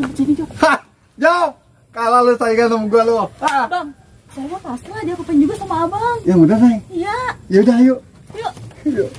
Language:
Betawi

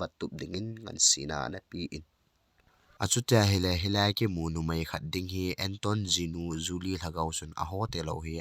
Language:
Thado Chin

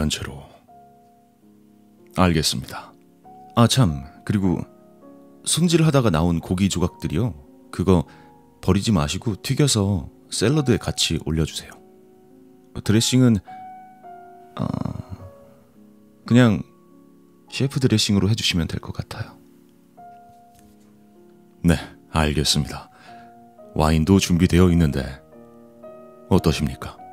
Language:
Korean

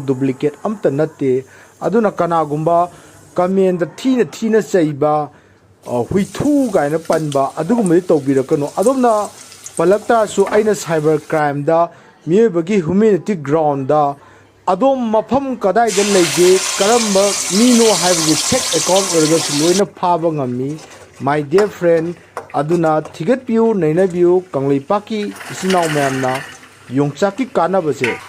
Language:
Manipuri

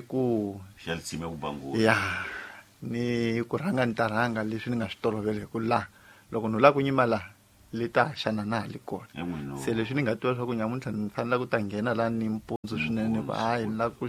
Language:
Tsonga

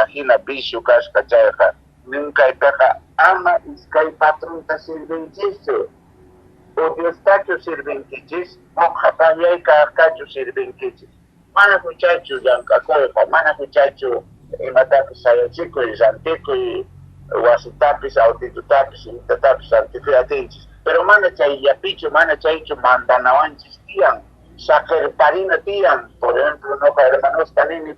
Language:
Quechua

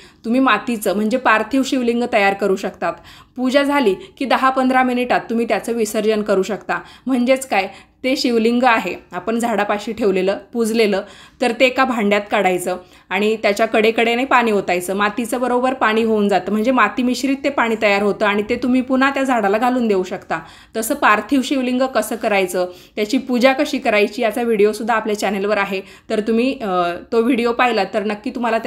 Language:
Marathi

